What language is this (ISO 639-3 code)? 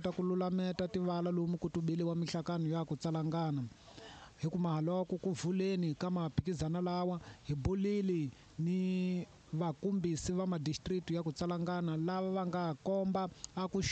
tso